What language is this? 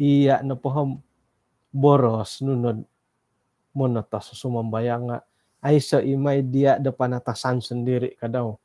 Central Dusun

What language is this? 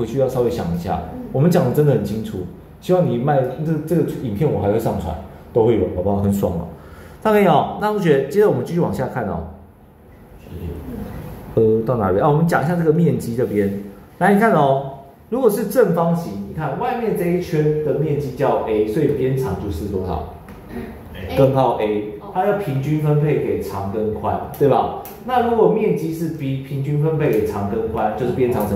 Chinese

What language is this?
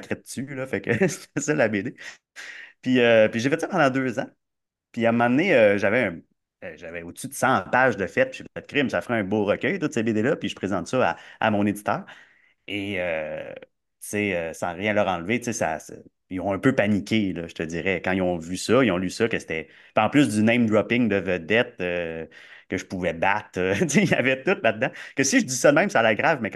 French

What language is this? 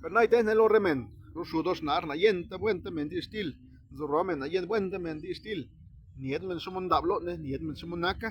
Zapotec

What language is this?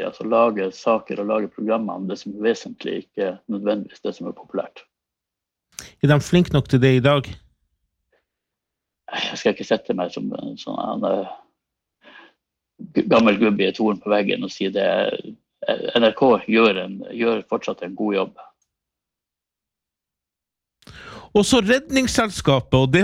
Norwegian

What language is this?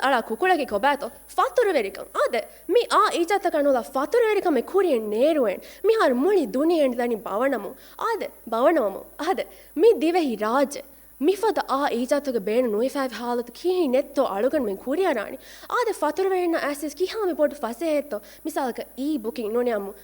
Divehi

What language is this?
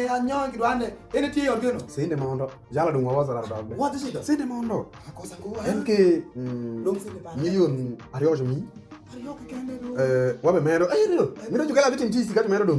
Alur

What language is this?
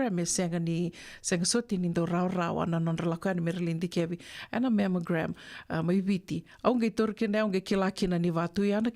Fijian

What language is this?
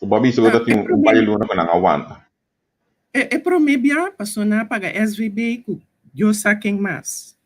Papiamento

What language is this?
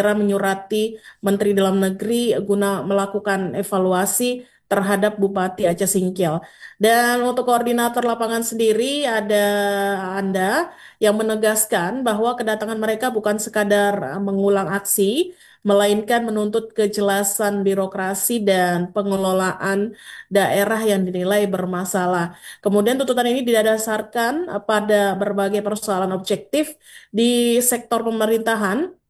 Indonesian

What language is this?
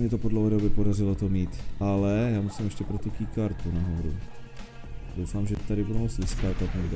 Czech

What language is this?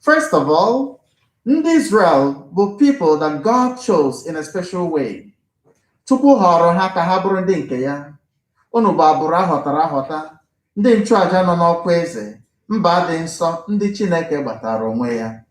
Igbo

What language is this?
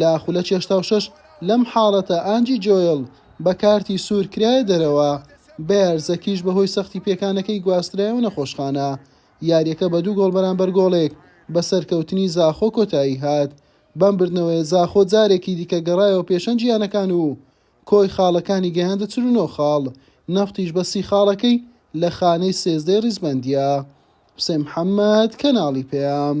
Central Kurdish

